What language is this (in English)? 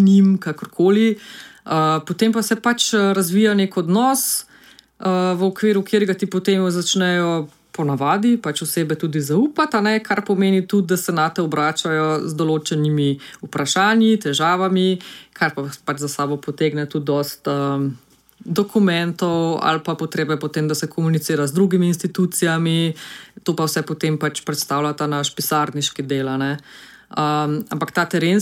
Slovenian